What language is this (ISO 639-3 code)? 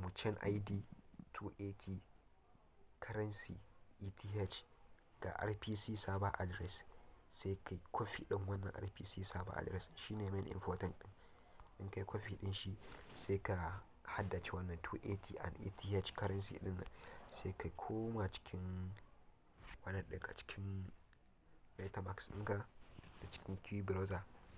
hau